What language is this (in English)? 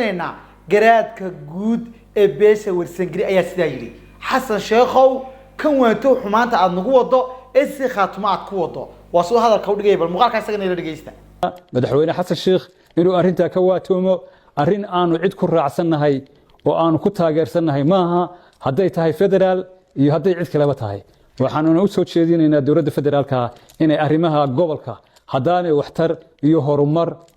Somali